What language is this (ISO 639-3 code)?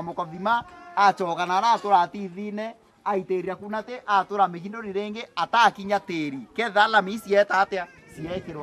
mer